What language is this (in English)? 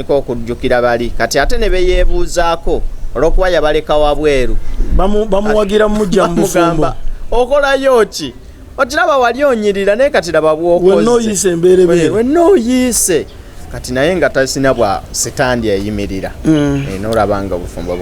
Ganda